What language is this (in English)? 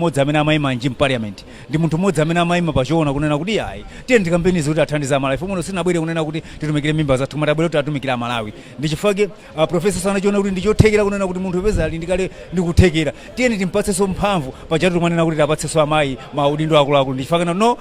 Nyanja